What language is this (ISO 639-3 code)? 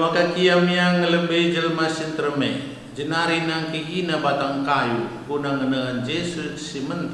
btx